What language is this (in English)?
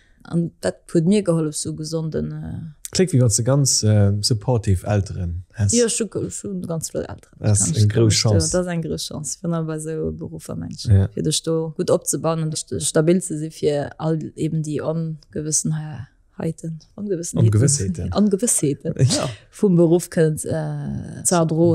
Luxembourgish